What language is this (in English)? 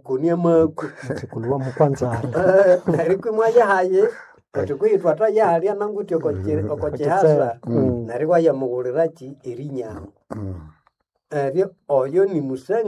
Nande